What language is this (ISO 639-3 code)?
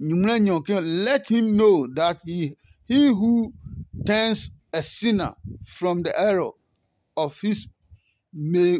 ada